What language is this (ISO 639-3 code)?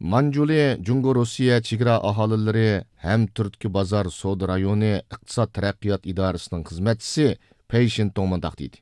uig